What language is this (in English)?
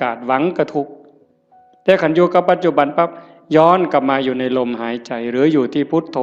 Northeastern Thai